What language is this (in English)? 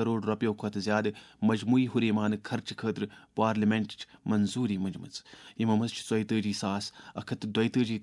Kashmiri